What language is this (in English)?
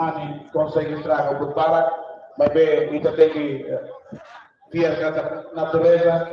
Tetum